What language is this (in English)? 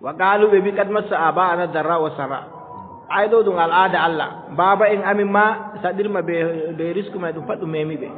Adamawa Fulfulde